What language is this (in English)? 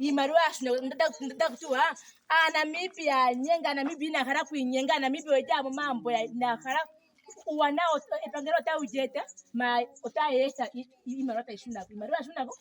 Ndonga